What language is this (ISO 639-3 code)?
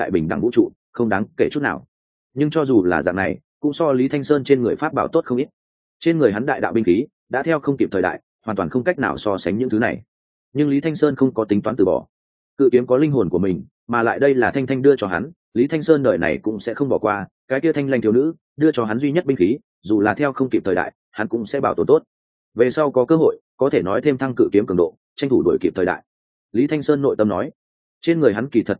vie